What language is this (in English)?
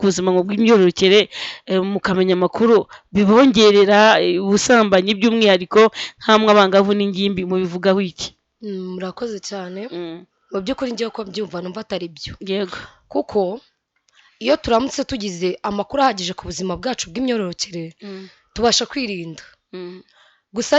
Kinyarwanda